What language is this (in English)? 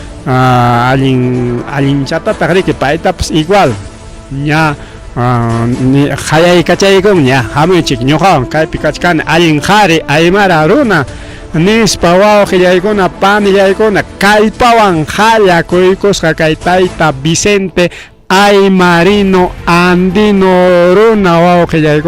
Ayacucho Quechua